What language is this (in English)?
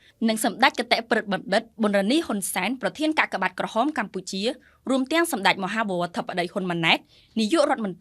Khmer